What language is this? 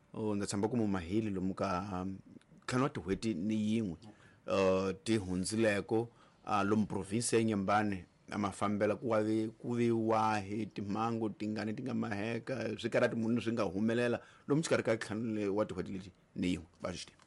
Tsonga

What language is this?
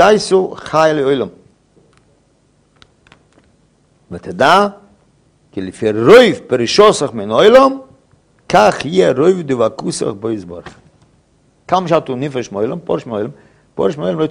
Hebrew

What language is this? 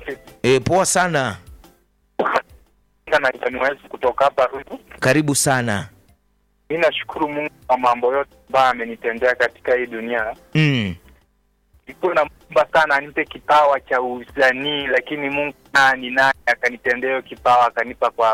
Swahili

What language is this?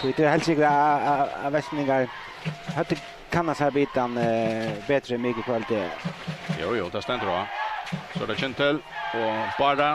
Faroese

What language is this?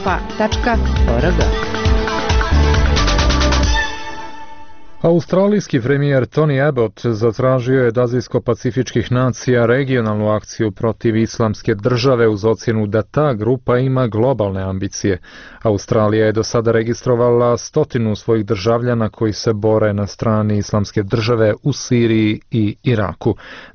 Bosnian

